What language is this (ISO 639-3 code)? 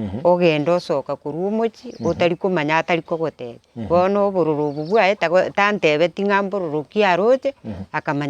guz